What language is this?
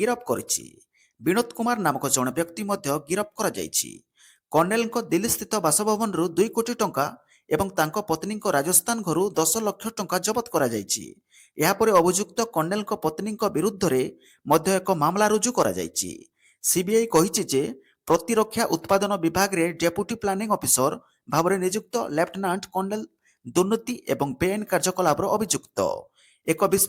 Odia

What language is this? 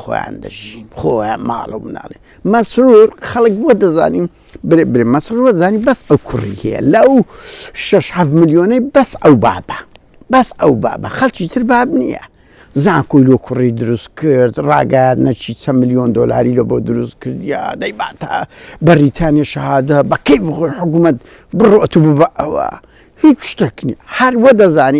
Central Kurdish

